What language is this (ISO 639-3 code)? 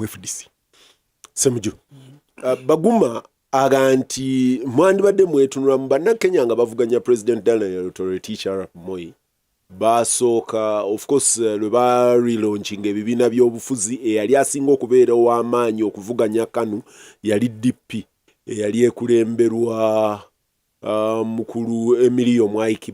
lug